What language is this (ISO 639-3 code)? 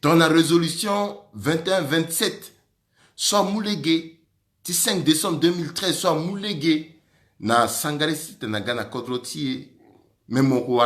sag